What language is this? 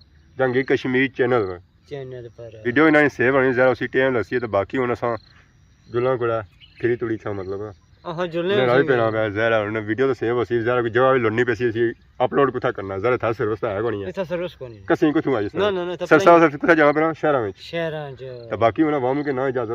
Pahari-Potwari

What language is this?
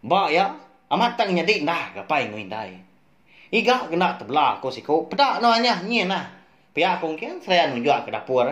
Iban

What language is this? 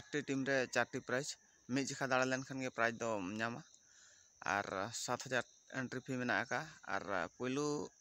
Santali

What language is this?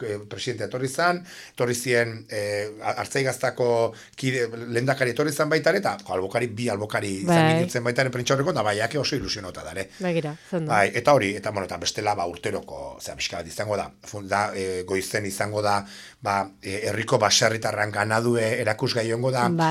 Basque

